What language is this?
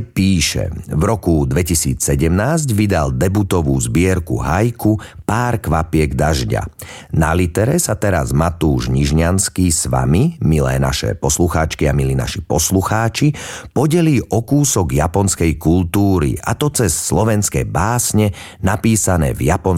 Slovak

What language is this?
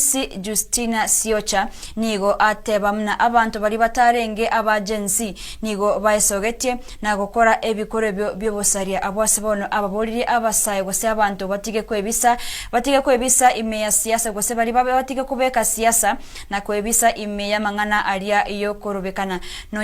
Gusii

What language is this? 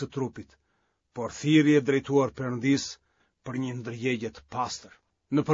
Albanian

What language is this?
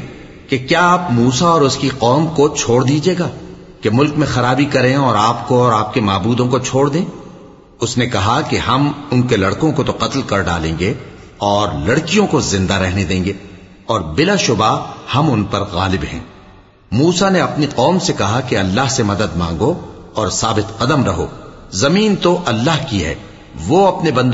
Urdu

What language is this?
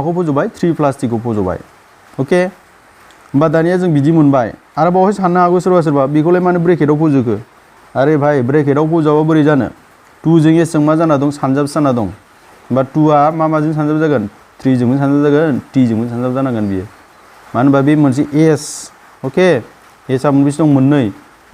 Bodo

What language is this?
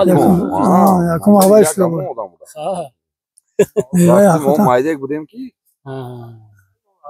Tajik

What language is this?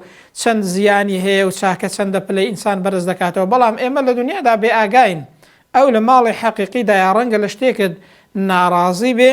Central Kurdish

